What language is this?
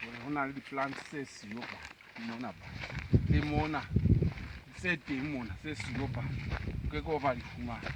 Southern Sotho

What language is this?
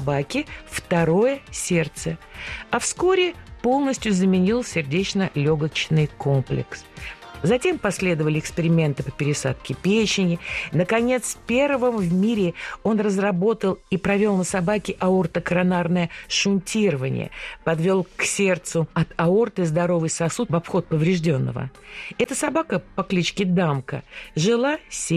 Russian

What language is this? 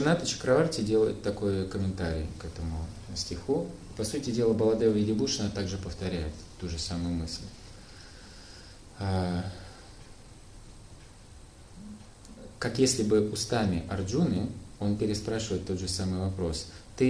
Russian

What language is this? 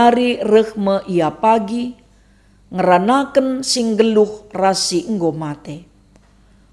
Batak Karo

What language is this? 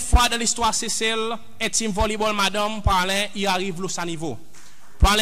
Seselwa Creole French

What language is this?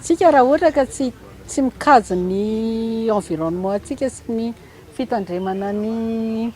Malagasy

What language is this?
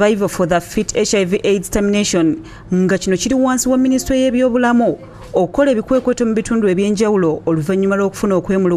Ganda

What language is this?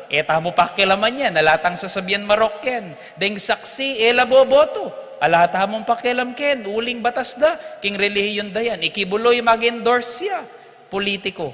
Pampanga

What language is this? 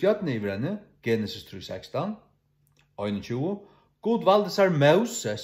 Faroese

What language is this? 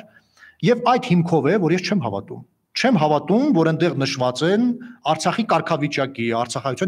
Armenian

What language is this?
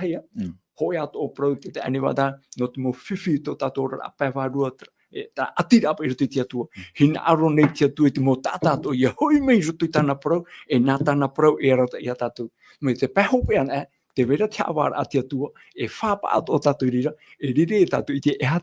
Tahitian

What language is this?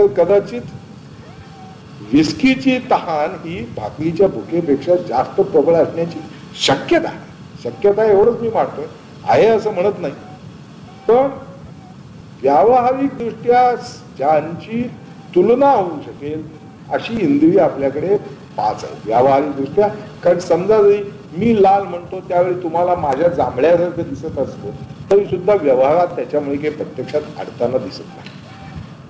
Marathi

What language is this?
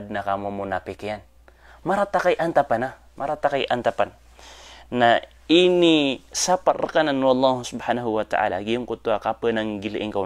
Maranao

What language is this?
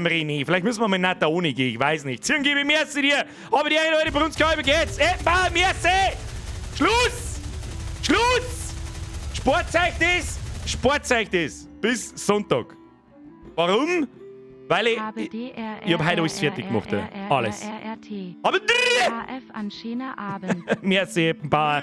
Bavarian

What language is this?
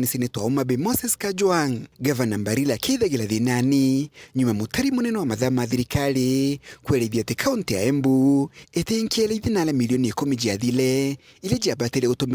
Meru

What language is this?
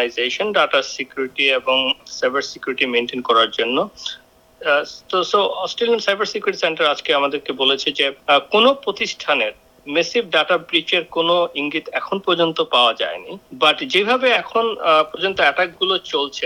Bangla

